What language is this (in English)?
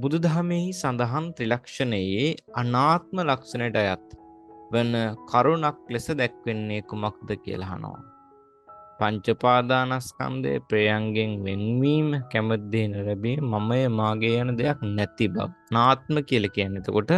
Sinhala